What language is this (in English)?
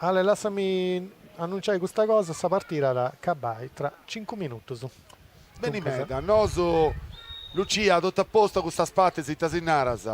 Sardinian